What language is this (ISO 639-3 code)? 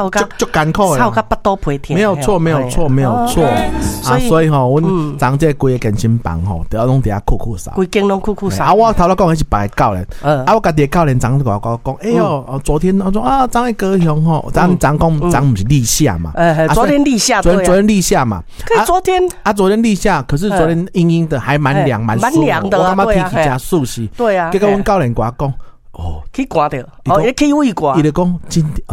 nan